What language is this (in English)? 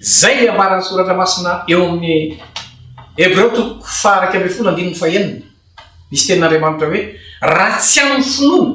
Malagasy